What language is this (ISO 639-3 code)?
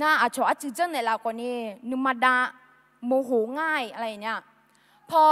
ahk